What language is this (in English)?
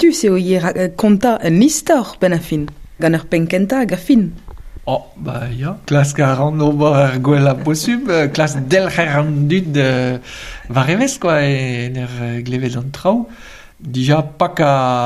Breton